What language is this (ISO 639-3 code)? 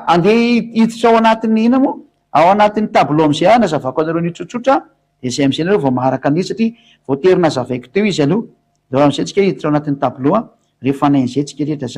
mlg